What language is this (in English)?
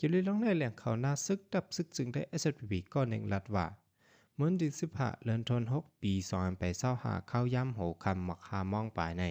Shan